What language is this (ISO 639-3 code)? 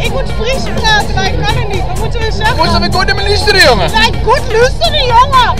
fry